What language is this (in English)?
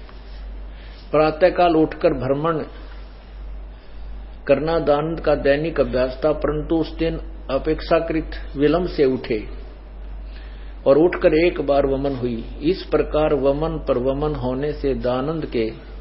Hindi